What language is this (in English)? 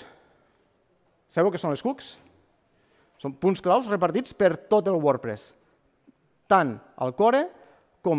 Catalan